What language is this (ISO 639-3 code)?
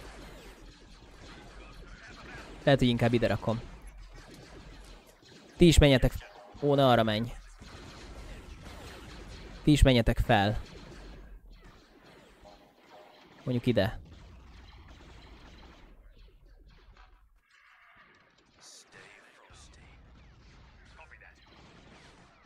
hun